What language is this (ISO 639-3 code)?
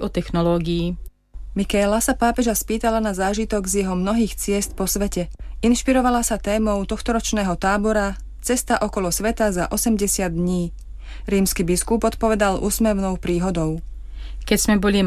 slk